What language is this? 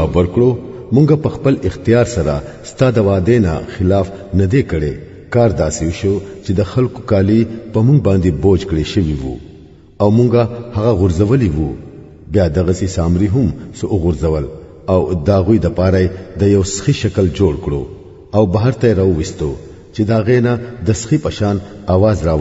Pashto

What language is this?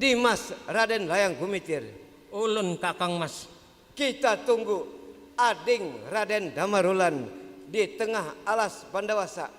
Banjar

